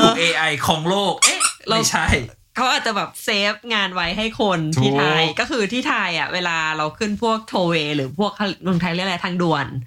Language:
Thai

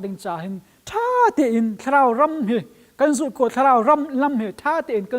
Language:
Hakha Chin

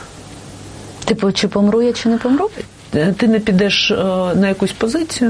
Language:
Ukrainian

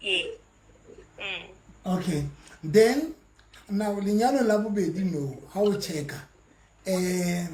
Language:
Southern Sotho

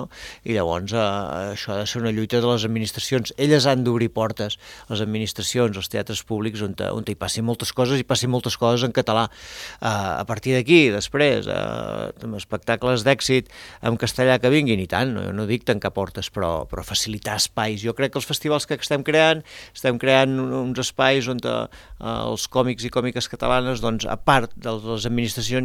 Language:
Catalan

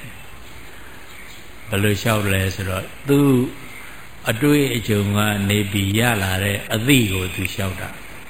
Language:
Burmese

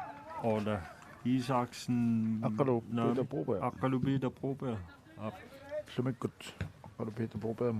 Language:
Kalaallisut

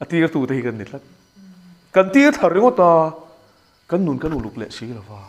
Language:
Mizo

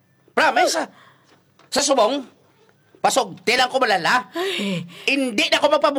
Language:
Hiligaynon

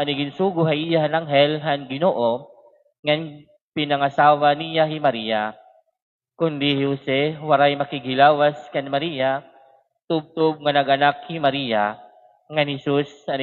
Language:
Waray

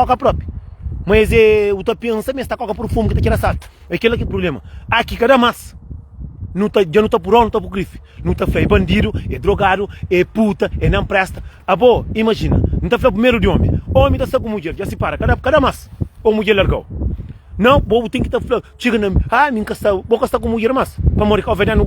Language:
Kabuverdianu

